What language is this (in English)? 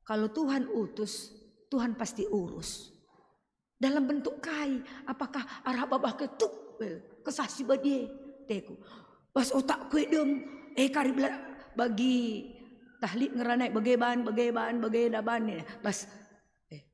Batak Karo